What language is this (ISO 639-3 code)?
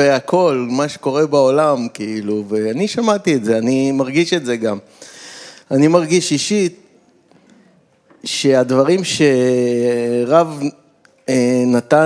heb